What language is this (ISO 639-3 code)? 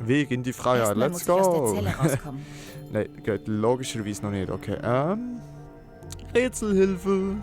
gsw